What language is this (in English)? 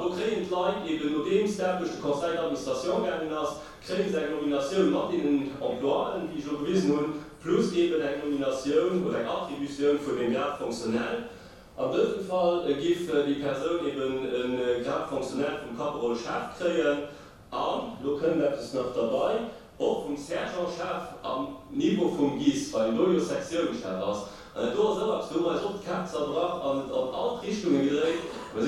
Luxembourgish